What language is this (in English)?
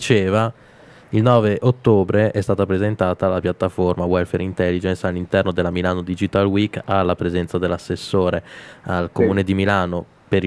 Italian